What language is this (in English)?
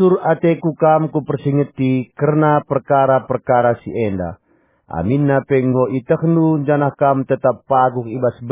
Batak Karo